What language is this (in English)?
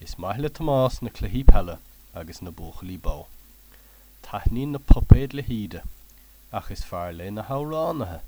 Irish